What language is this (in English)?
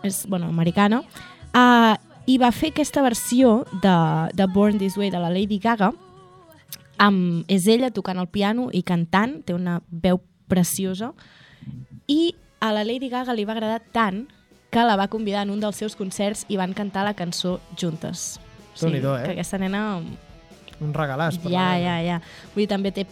Catalan